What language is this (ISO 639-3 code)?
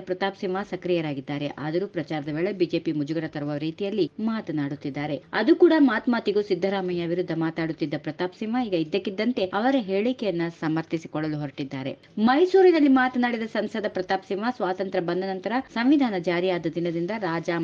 kan